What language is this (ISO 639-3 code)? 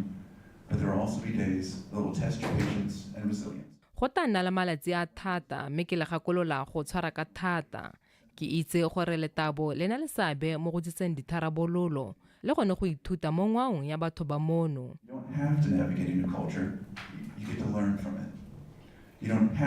tsn